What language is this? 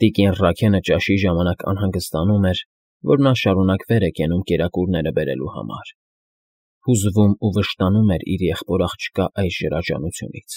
Armenian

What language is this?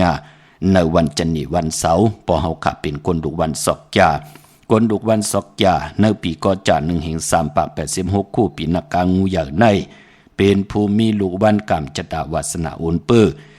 Shan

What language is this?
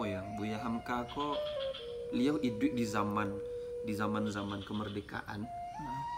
Minangkabau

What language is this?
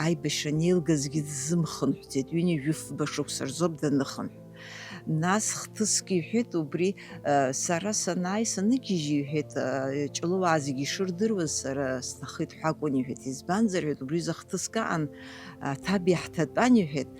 Abkhazian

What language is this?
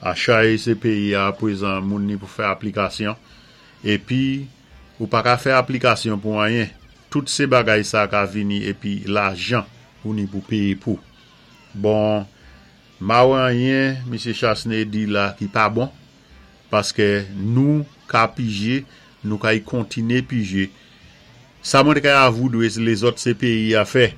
Saint Lucian Creole French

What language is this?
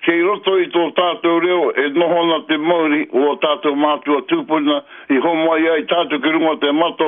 Māori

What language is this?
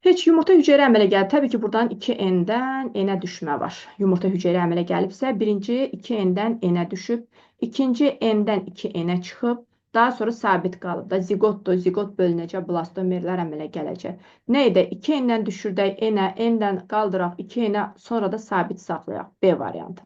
Azerbaijani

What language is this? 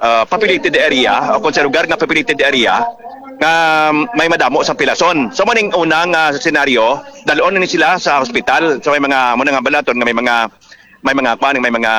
Hiligaynon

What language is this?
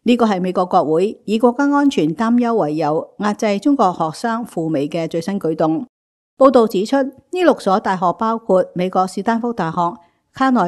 Cantonese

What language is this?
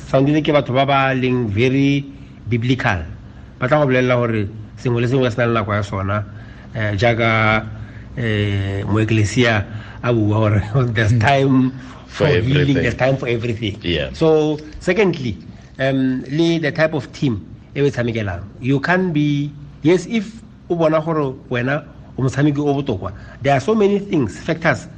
Tswana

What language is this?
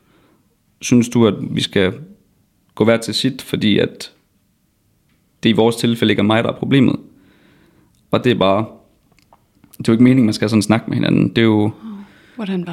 Danish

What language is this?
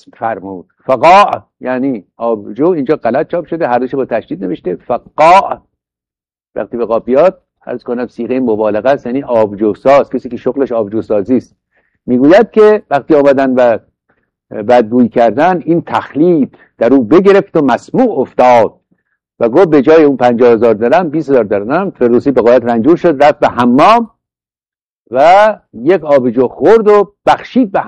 Persian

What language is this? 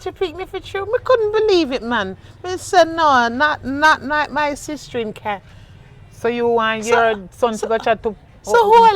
Jamaican Creole English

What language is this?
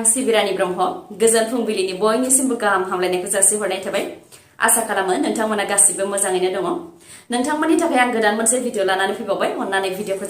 Bodo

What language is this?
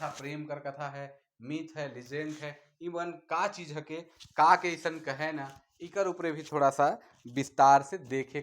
Sadri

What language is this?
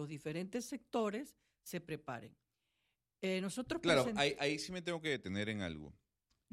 Spanish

